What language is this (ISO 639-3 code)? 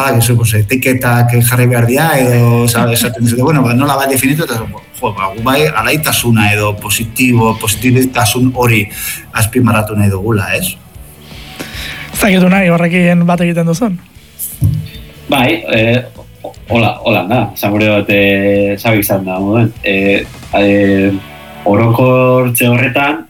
eus